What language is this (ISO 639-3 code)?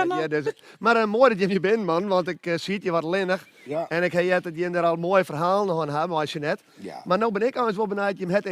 fry